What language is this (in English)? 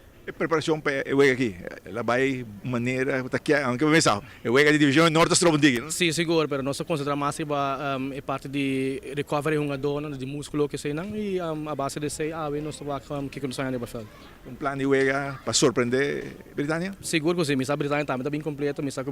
Papiamento